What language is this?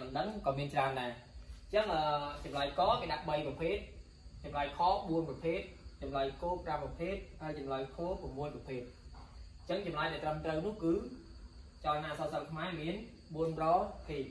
Khmer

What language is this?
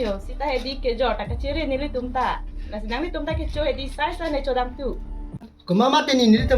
Karbi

